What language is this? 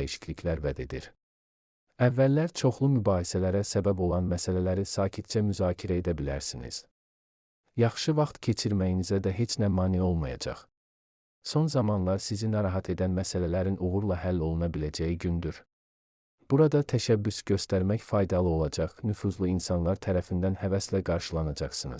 Azerbaijani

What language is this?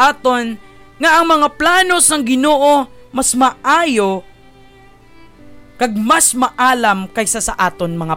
Hiligaynon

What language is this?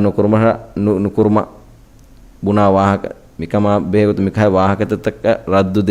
Divehi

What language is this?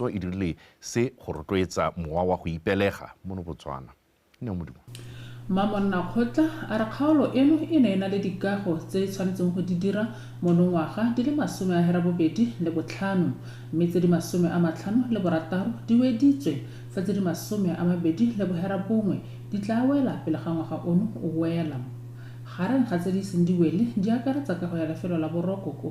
Tswana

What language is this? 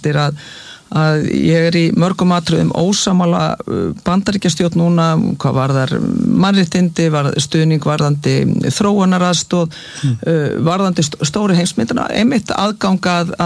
Icelandic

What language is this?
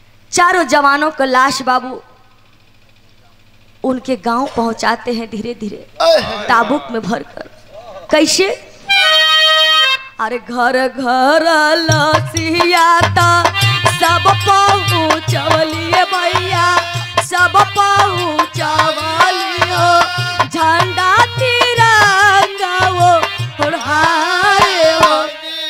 Bhojpuri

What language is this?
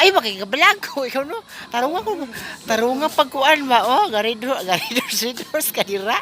Cebuano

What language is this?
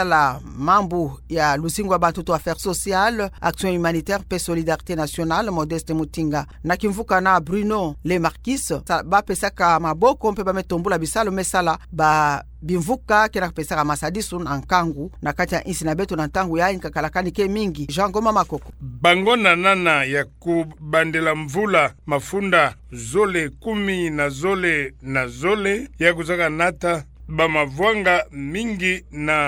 Kituba (Democratic Republic of Congo)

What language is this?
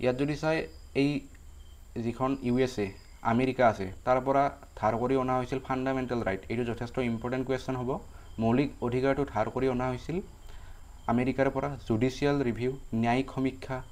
Assamese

